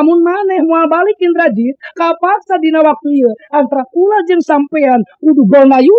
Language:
Sundanese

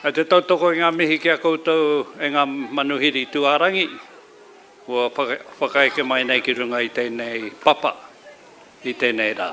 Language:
Māori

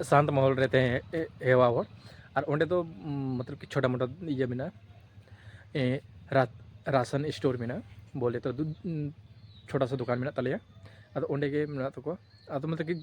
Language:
Santali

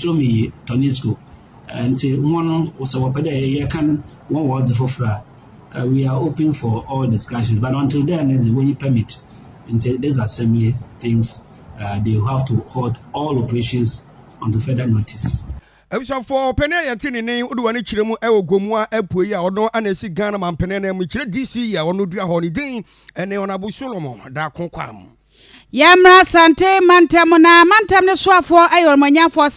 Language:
Akan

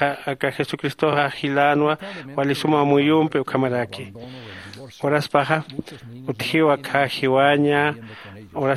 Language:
Aymara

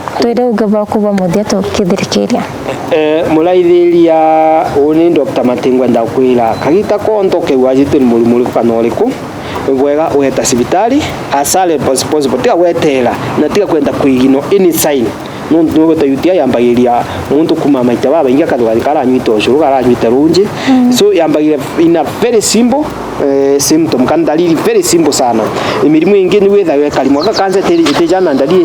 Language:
Meru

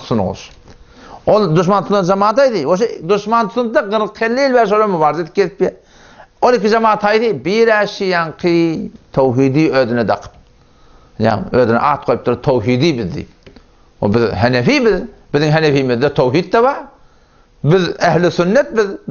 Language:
Turkmen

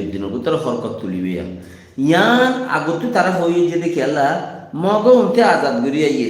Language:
Rohingya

